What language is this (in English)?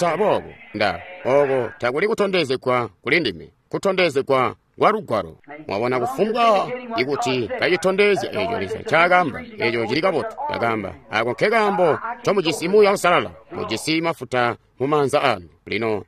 Tonga (Zambia)